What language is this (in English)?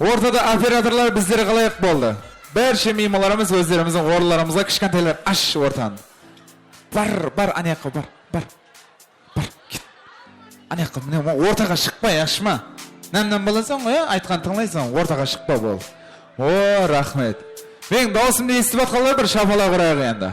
Kara-Kalpak